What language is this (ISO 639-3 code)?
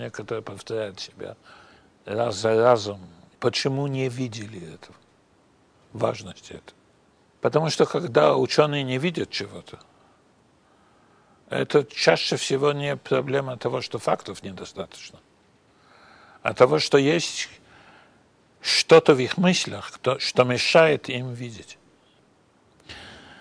rus